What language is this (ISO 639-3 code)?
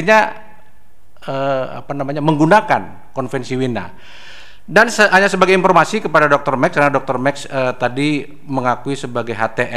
ind